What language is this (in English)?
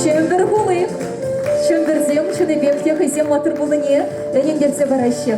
Chuvash